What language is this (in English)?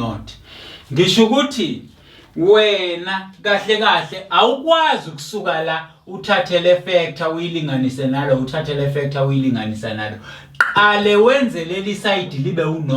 Zulu